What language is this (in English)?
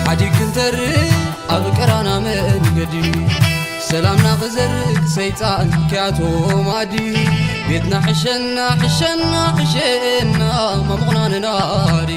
Tigrinya